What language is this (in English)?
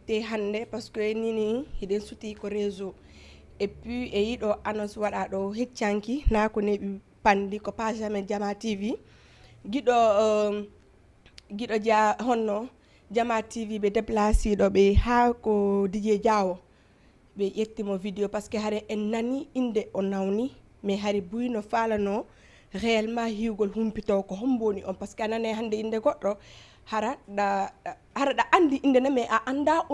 Fula